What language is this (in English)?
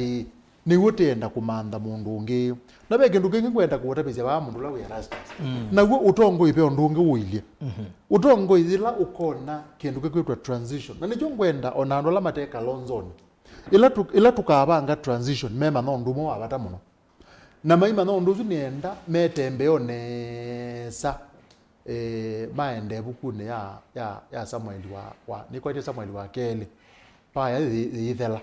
Kamba